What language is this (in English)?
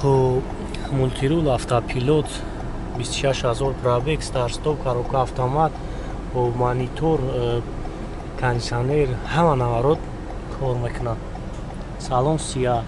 Tajik